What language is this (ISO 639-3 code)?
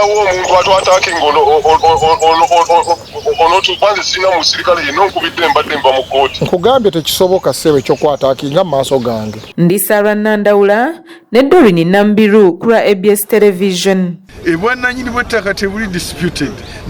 lug